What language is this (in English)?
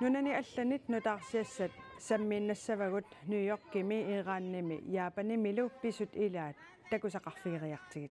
Kalaallisut